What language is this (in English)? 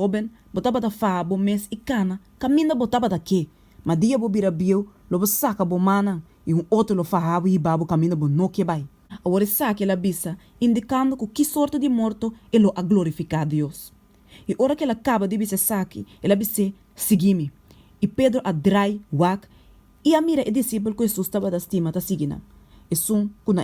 Papiamento